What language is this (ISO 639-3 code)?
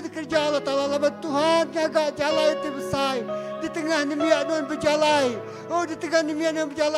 iba